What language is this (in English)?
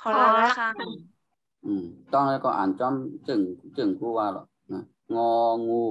Shan